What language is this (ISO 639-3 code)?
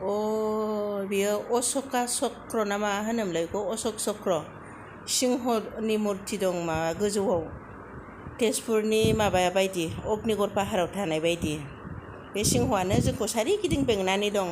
brx